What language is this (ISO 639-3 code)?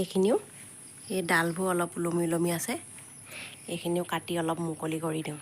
asm